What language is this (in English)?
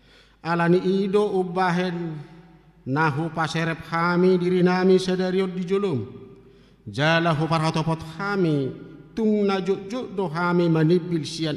Batak Toba